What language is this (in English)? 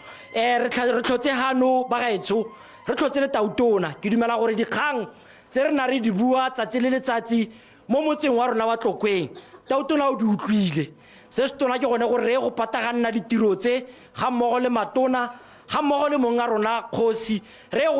Tswana